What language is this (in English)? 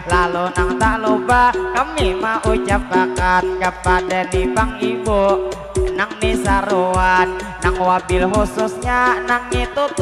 Banjar